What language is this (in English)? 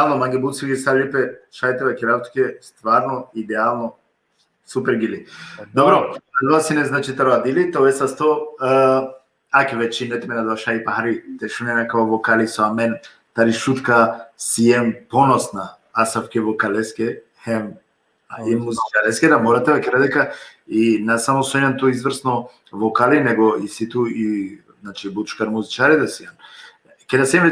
Balkan Romani